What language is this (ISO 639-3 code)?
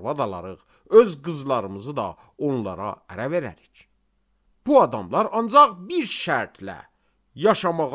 aze